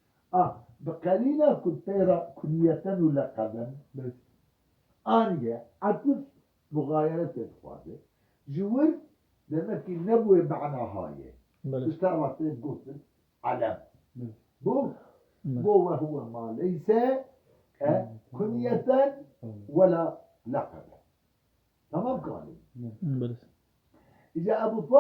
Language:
Kurdish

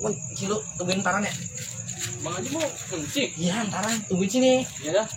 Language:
Betawi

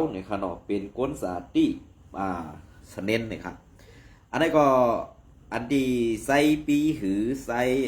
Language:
Shan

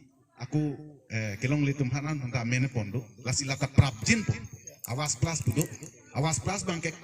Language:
Karbi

